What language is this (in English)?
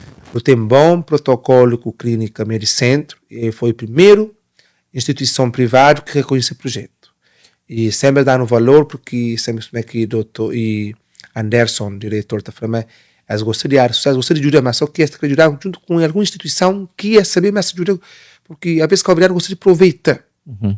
Kabuverdianu